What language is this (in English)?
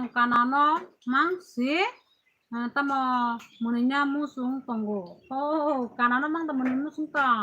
Kok Borok